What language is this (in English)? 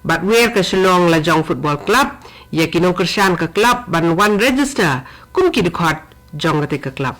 Khasi